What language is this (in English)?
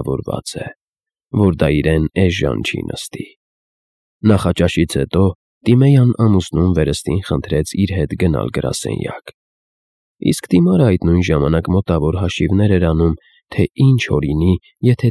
Armenian